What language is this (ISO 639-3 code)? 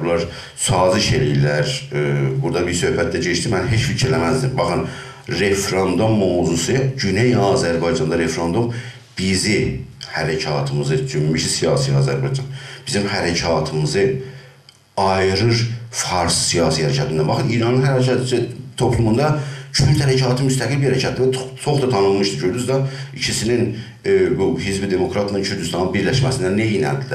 azb